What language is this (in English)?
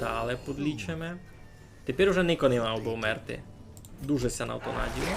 Rusyn